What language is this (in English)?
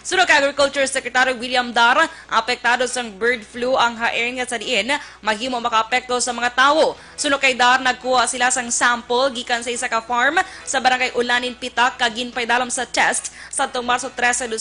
Hiligaynon